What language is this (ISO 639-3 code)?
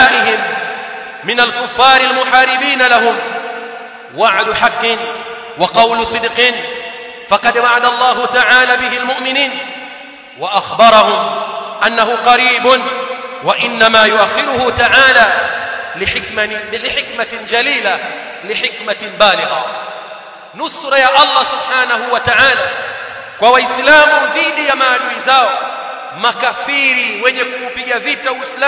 swa